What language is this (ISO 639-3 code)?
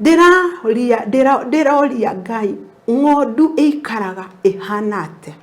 kik